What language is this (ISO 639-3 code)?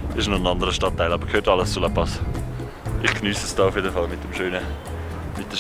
gsw